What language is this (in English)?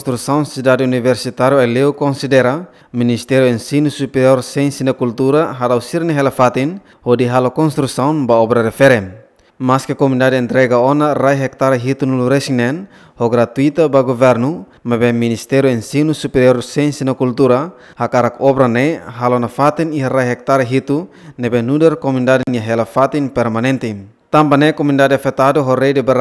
Tetum